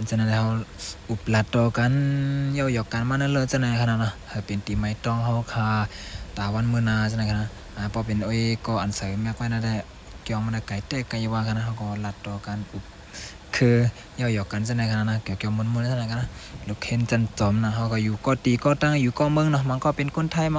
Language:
Shan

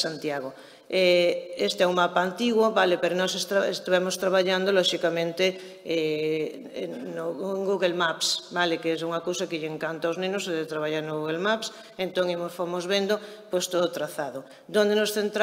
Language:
Galician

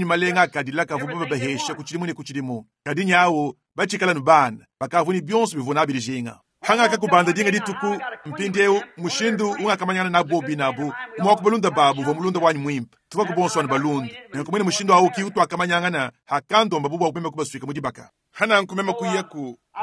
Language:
Luba-Lulua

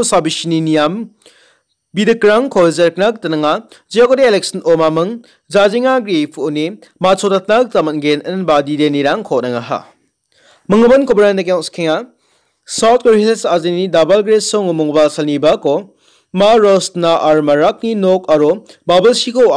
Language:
Garo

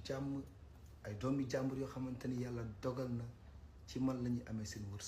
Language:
Wolof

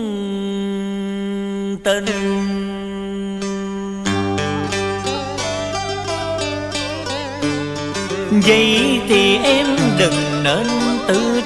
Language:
Vietnamese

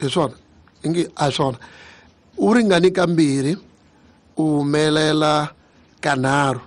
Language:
Tsonga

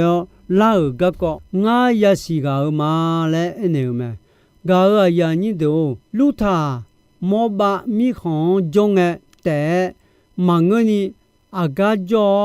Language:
Akha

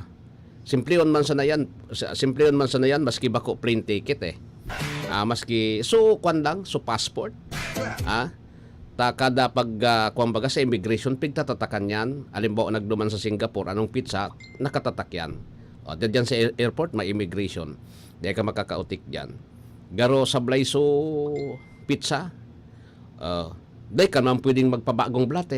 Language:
Bikol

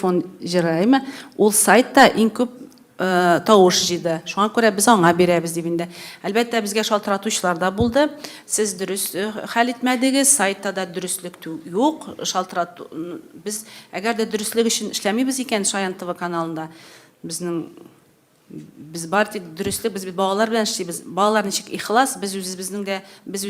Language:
Tatar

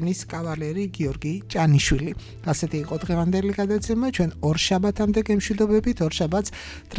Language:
Georgian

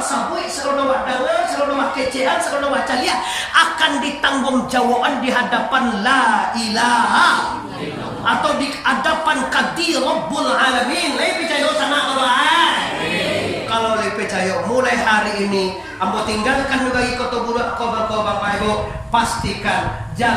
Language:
Minangkabau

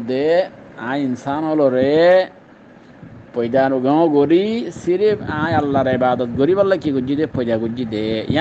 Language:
Rohingya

